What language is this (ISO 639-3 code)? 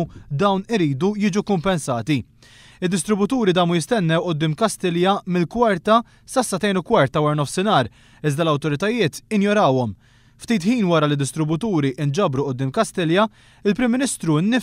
mlt